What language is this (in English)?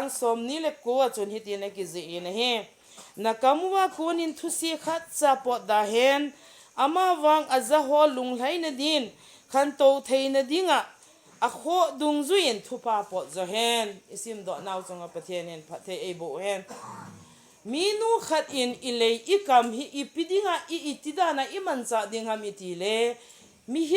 Thado Chin